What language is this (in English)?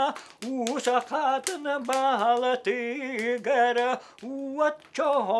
Yakut